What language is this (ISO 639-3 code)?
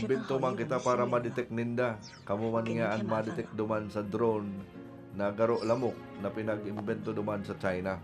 bik